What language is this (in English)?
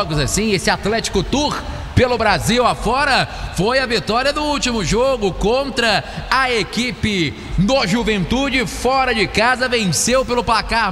Portuguese